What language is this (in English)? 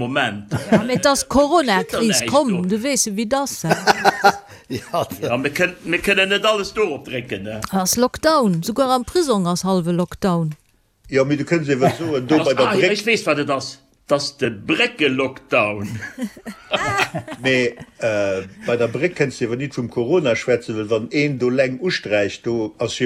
Luxembourgish